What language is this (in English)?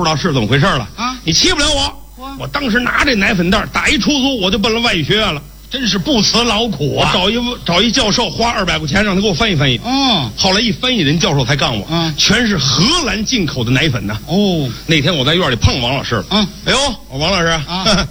Chinese